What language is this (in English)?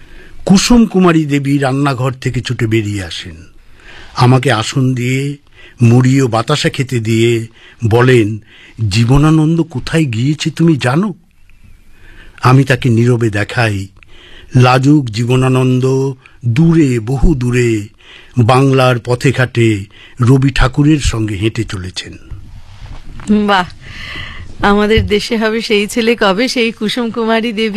Bangla